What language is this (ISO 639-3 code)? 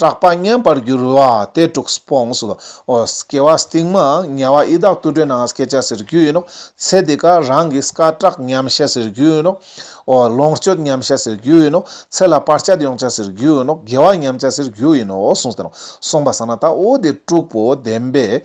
lbj